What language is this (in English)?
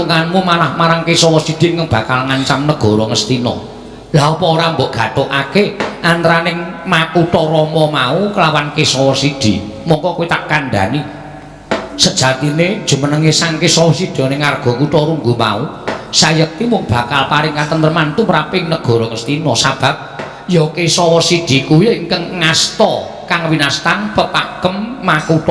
Javanese